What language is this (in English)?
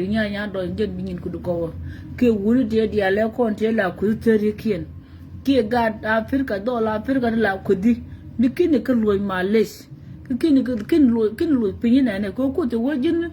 Nuer